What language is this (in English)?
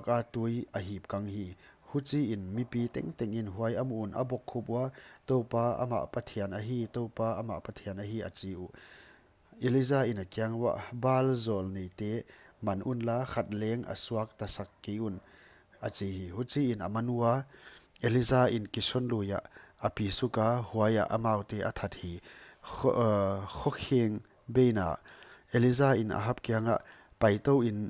Paite Chin